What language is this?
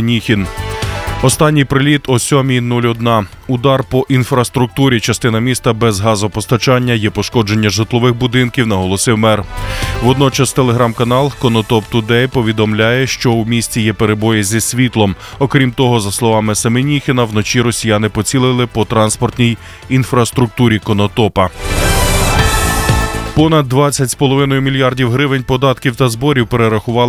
Ukrainian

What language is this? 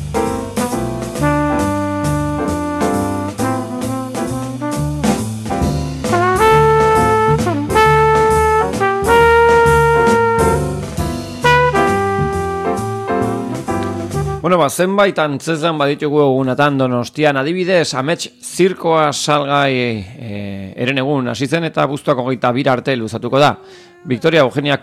Basque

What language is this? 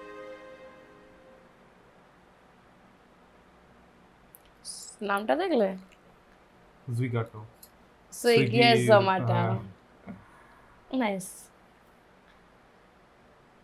Bangla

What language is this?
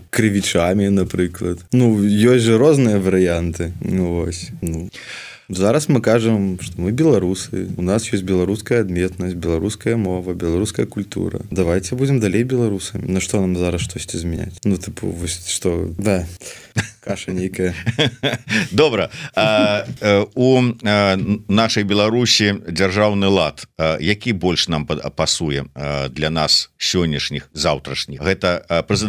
Belarusian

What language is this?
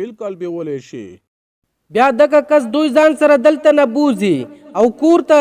Pashto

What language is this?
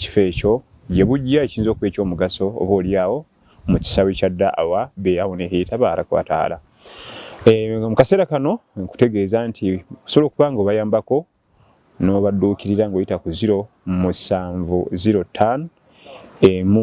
Ganda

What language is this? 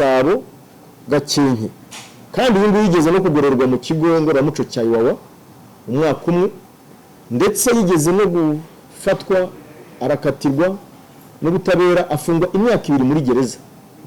Kinyarwanda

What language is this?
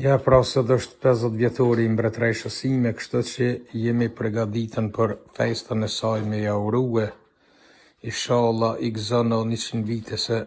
Albanian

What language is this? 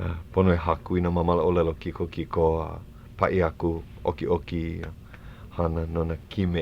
Hawaiian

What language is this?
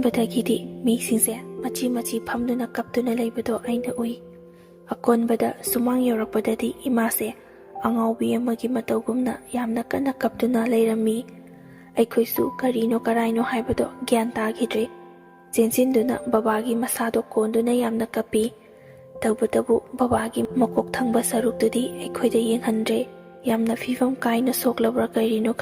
Manipuri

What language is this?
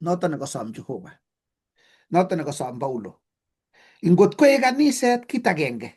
Kalenjin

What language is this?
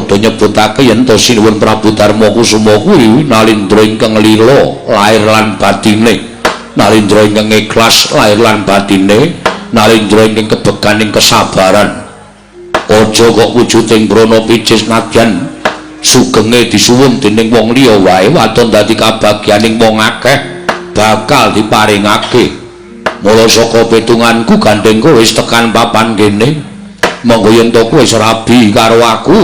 Javanese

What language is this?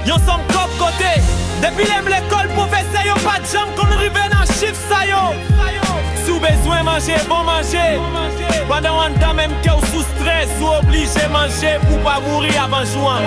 Haitian Creole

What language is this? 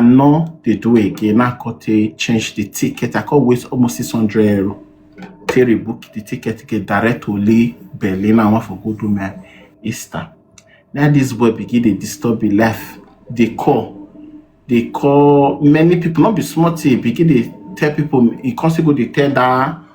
Nigerian Pidgin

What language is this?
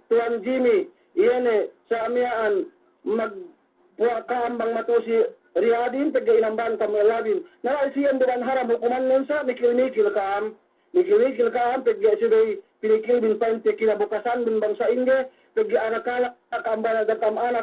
Yakan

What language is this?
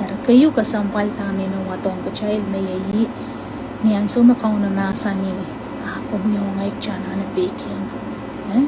Pohnpeian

